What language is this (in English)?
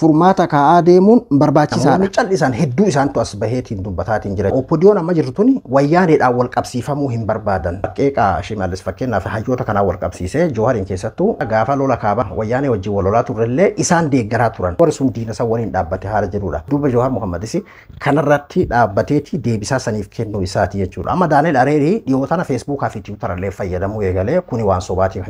Oromo